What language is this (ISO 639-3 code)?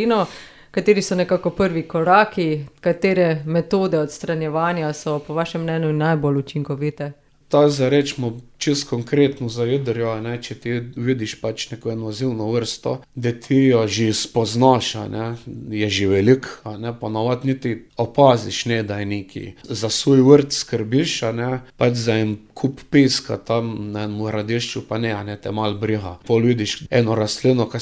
slv